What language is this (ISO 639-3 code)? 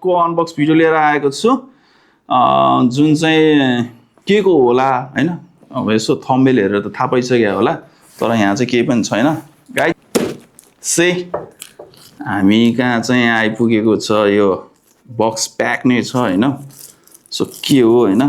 nep